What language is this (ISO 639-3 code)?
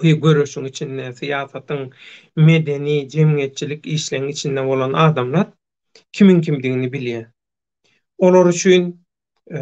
tuk